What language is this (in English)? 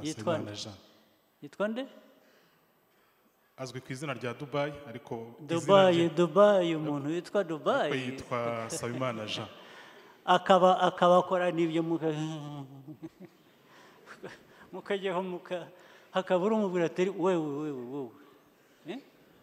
Kinyarwanda